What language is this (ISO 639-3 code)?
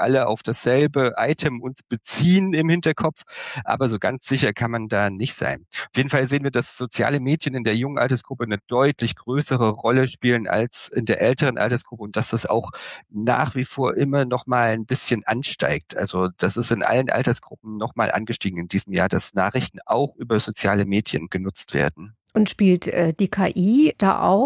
deu